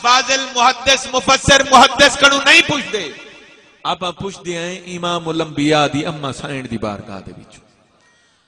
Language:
Saraiki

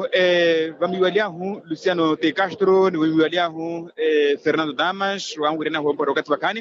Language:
Makhuwa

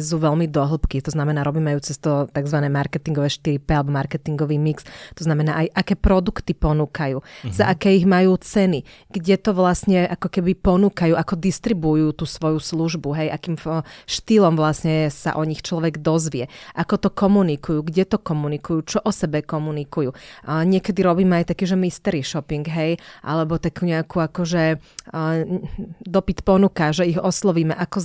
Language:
Slovak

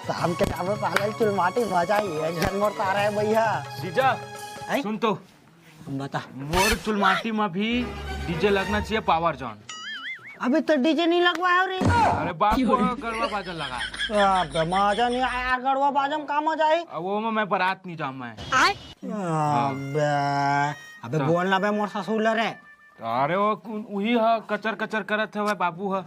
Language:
Chhattisgarhi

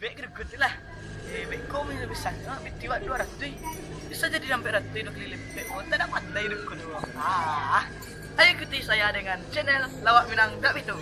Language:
Minangkabau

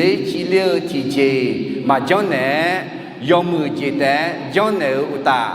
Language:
Akha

